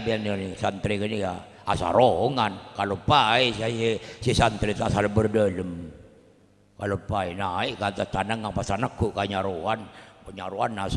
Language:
Madurese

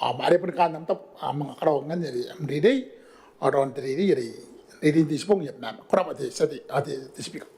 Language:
Gilbertese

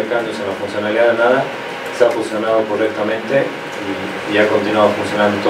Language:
Spanish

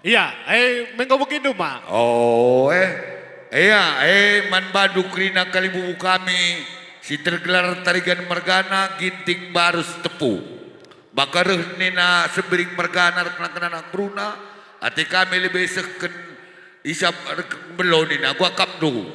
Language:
Batak Karo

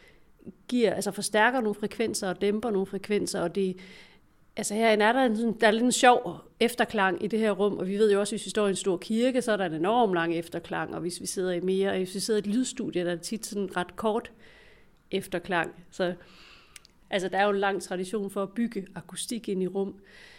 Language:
Danish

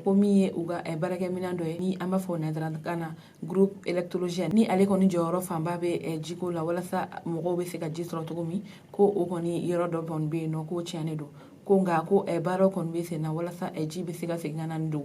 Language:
Bambara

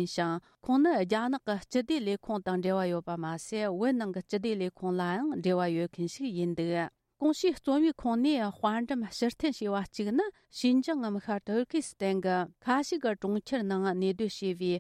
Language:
Tibetan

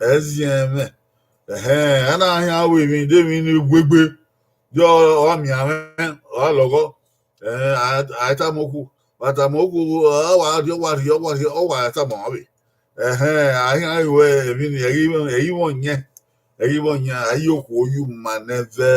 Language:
Bini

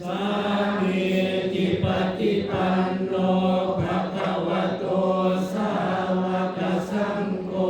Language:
Pali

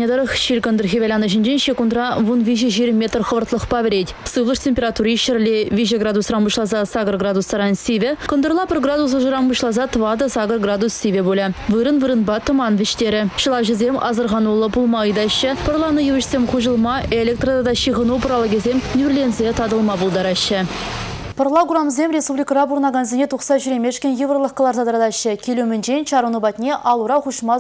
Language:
Chuvash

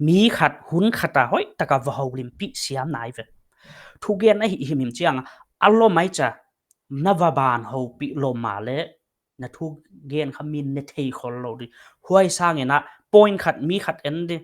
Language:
Paite Chin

